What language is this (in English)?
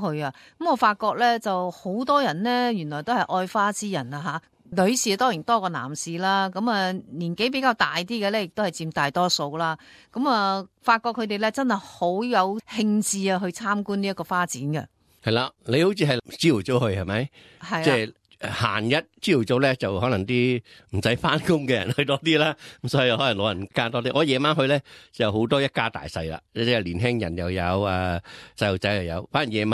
Cantonese